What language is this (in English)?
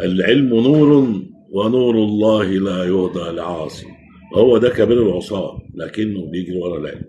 Egyptian Arabic